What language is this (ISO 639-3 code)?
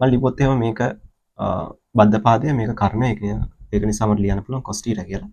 sin